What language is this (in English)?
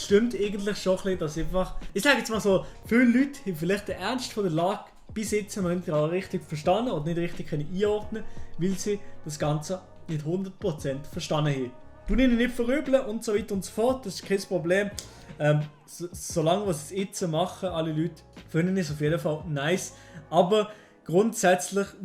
Swiss German